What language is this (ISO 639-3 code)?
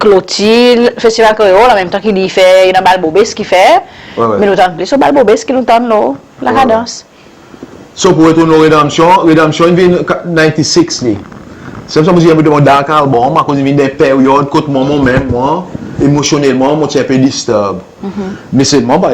crs